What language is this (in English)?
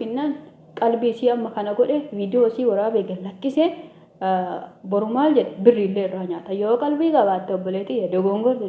Oromo